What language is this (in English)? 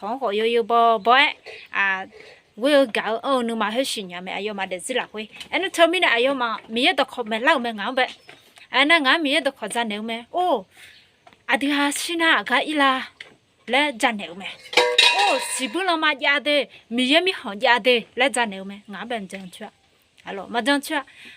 Akha